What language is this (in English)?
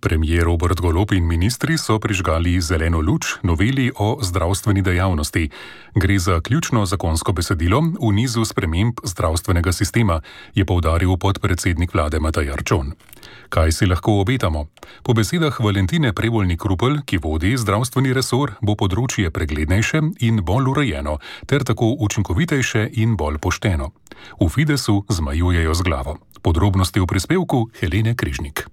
Slovenian